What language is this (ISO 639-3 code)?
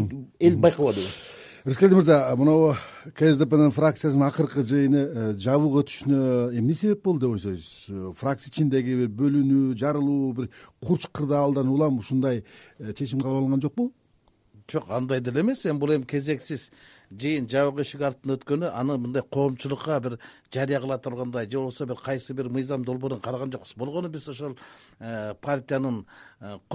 kir